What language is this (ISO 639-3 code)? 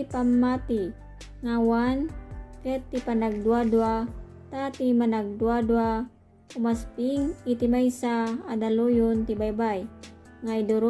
ilo